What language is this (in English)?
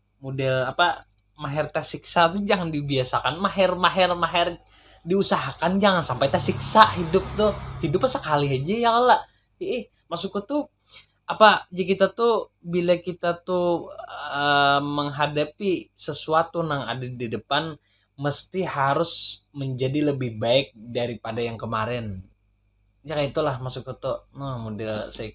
Banjar